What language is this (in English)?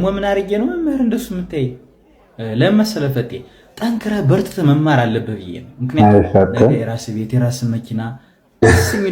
Amharic